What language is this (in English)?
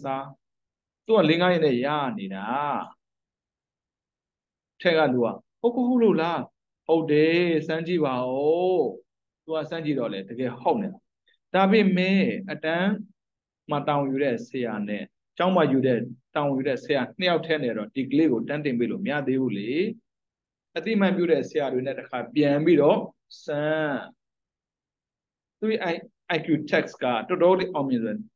Burmese